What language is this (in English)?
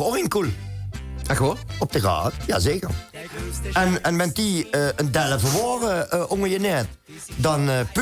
Limburgish